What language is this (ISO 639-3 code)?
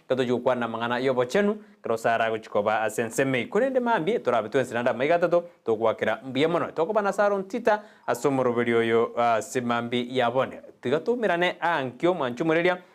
guz